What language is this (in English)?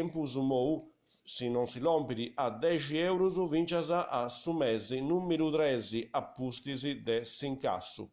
Sardinian